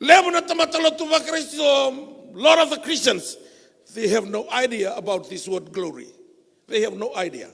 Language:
Fijian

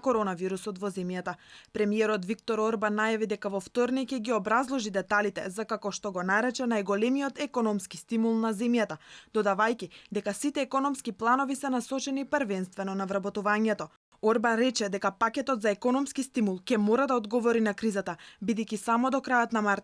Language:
Macedonian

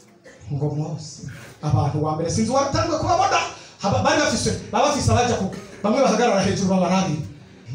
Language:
Rundi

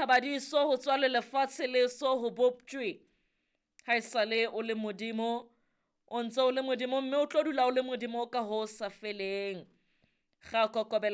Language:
Southern Sotho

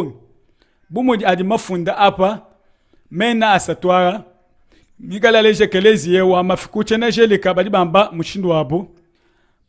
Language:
Luba-Lulua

